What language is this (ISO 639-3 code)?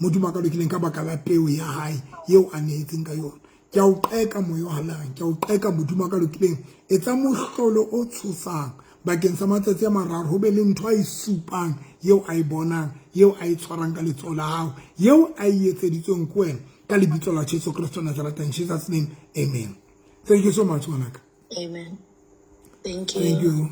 sot